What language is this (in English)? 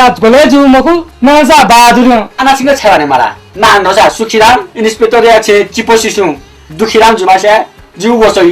Newari